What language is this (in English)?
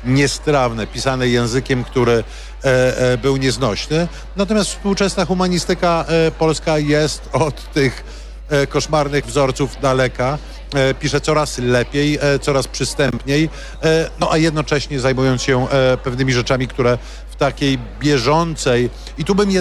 Polish